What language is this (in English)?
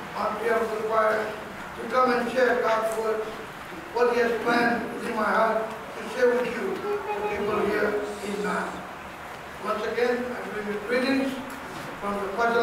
Pohnpeian